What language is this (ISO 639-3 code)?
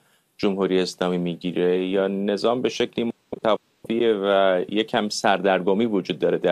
fas